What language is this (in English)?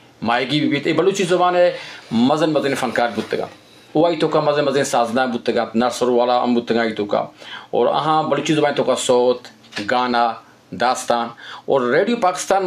Eastern Balochi